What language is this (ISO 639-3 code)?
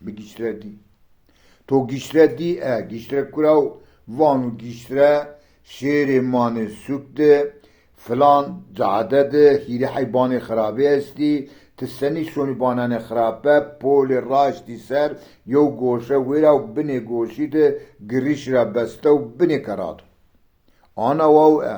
zza